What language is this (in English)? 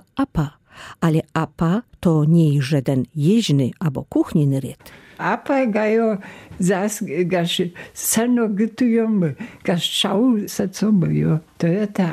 Lower Sorbian